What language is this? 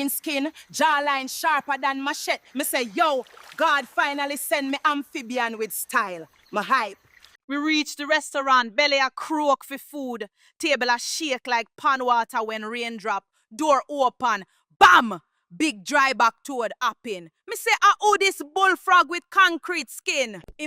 Jamaican Creole English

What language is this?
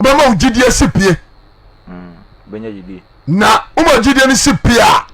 Akan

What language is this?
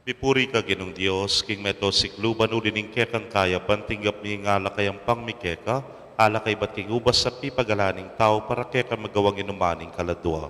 Pampanga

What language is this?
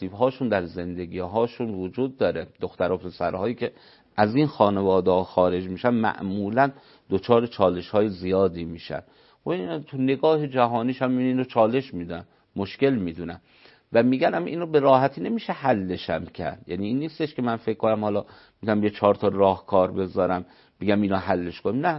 Persian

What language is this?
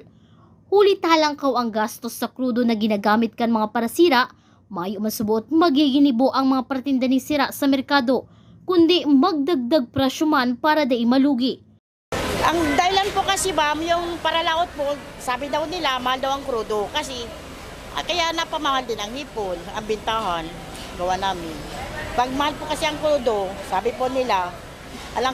Bikol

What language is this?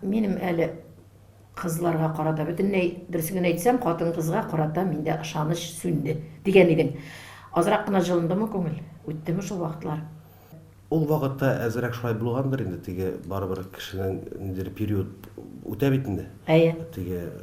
Tatar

